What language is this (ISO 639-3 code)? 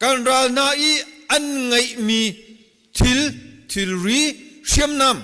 cnh